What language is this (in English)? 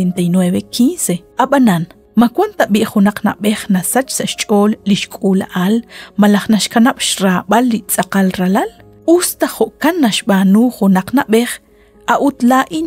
Kekchí